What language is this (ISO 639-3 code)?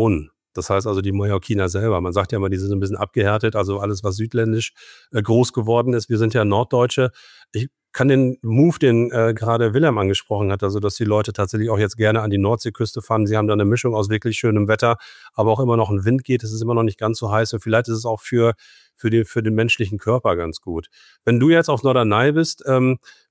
deu